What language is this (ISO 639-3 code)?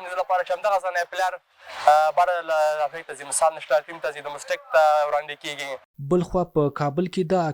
pus